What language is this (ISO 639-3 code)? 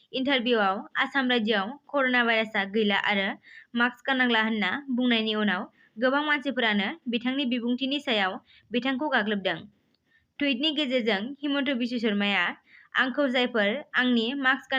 brx